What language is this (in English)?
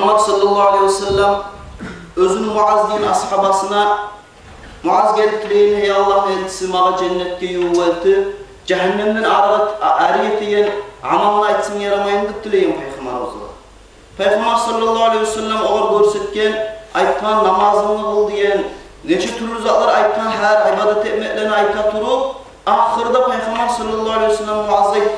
Kumyk